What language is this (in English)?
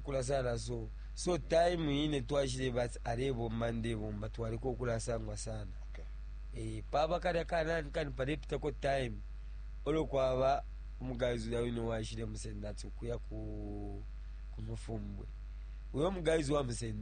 Bemba